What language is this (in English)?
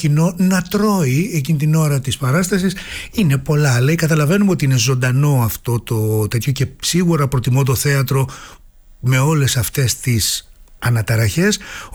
Greek